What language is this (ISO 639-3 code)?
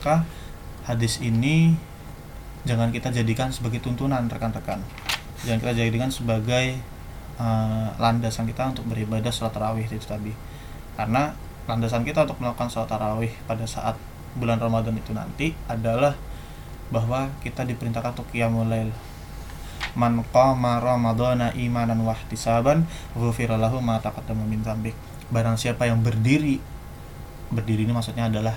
ind